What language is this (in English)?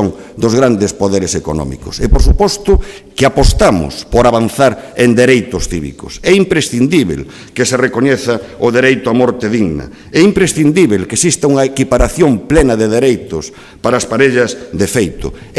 Galician